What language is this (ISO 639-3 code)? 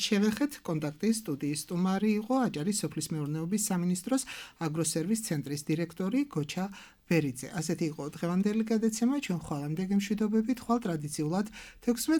kat